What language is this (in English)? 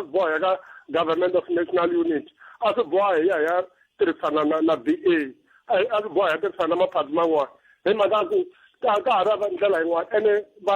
Tsonga